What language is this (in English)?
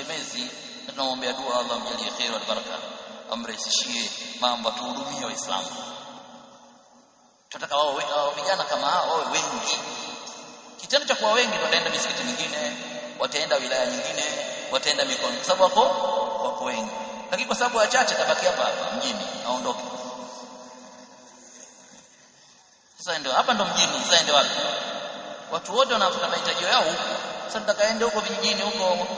Swahili